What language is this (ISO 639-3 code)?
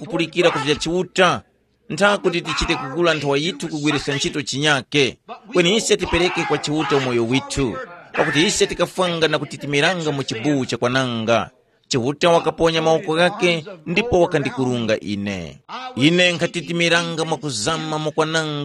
tum